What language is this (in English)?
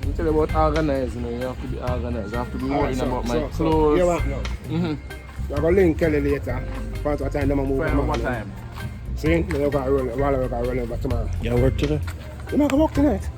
Jamaican Creole English